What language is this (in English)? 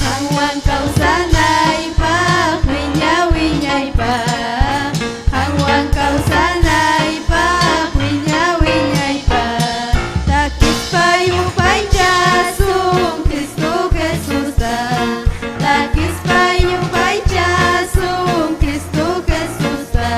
Ayacucho Quechua